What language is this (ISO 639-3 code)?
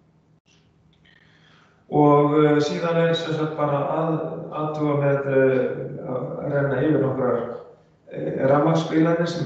isl